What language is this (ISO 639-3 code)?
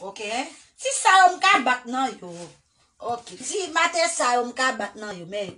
hat